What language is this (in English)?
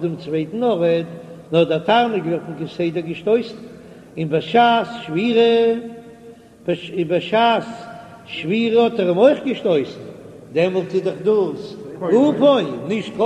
Yiddish